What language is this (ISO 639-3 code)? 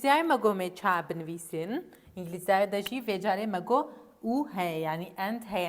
kur